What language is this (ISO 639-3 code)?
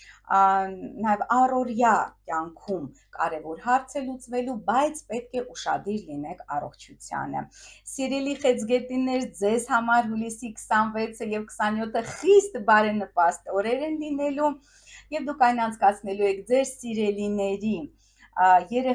hye